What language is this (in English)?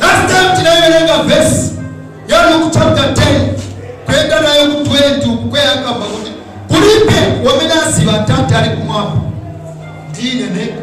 Nyanja